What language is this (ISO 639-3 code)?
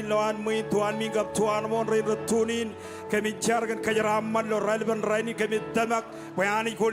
mah